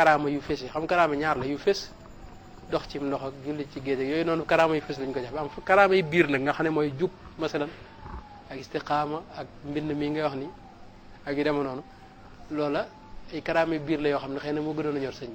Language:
Wolof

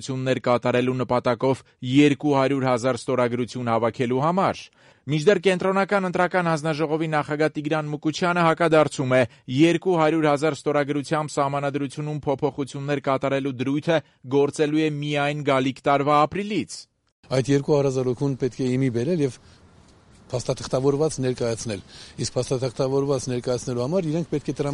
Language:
Armenian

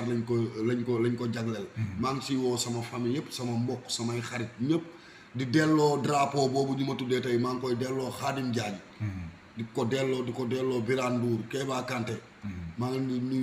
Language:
Wolof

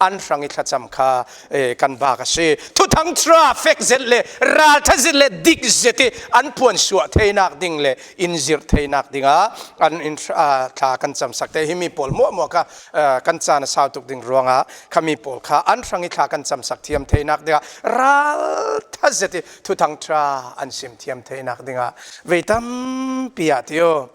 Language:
Falam Chin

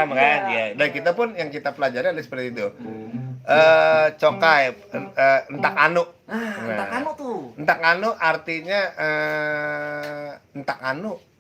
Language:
Betawi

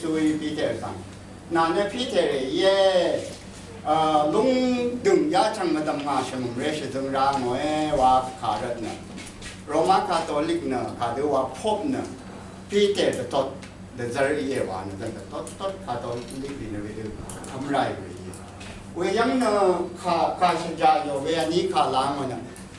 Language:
Rawang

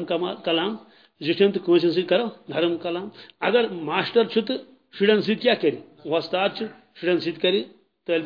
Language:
Kashmiri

